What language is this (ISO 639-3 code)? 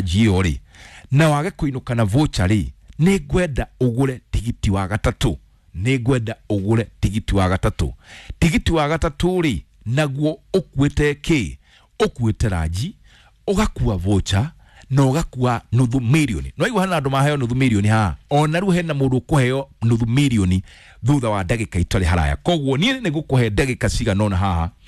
kik